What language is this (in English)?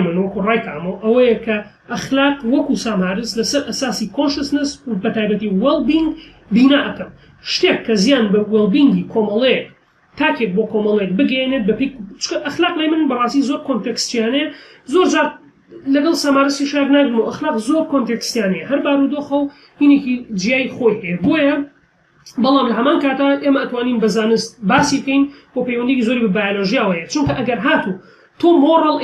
Central Kurdish